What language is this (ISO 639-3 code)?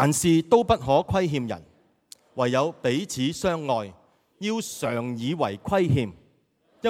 yue